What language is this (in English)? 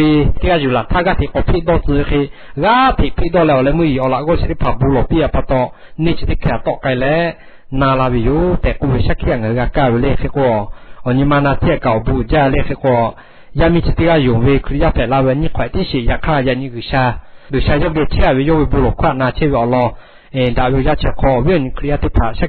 Lahu